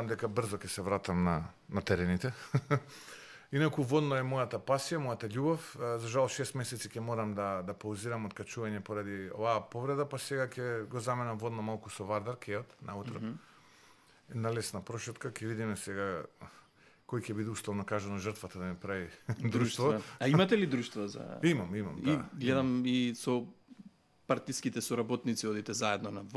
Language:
Macedonian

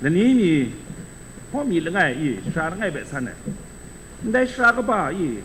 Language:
Kachin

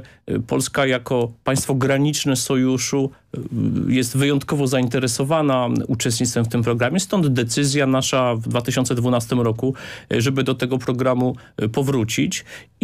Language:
Polish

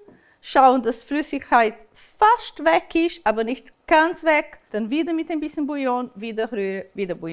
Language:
Swiss German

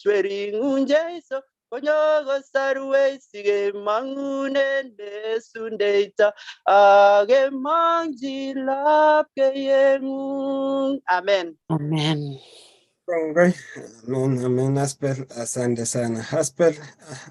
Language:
Kalenjin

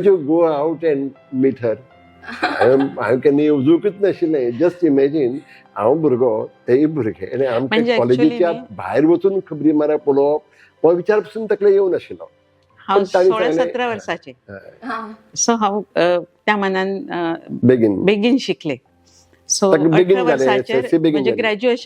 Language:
Konkani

